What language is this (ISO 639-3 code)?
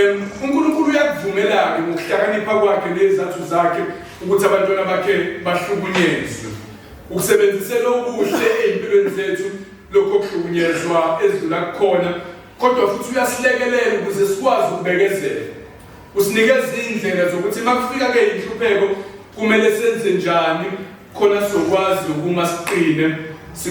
zul